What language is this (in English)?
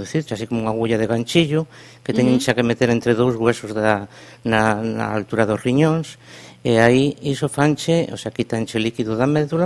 Galician